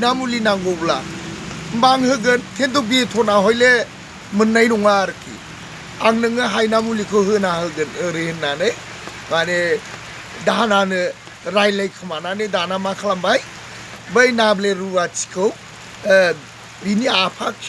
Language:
Bodo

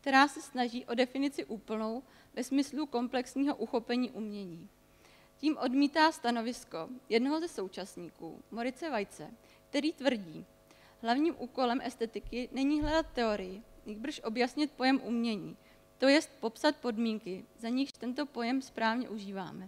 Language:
Czech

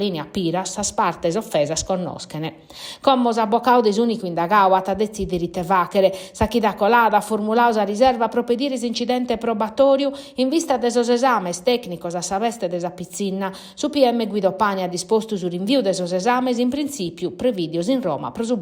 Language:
Sardinian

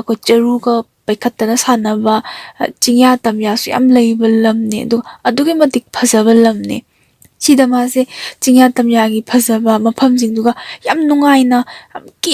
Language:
Manipuri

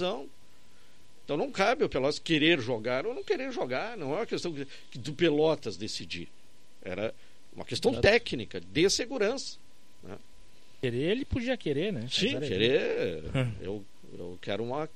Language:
Portuguese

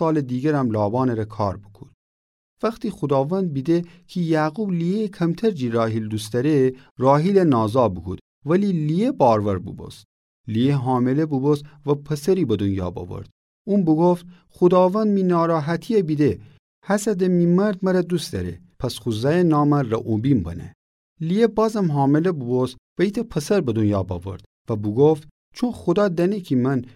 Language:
Gilaki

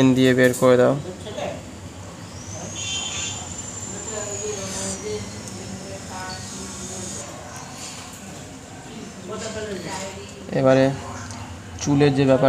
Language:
Bangla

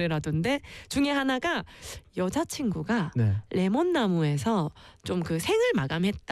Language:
Korean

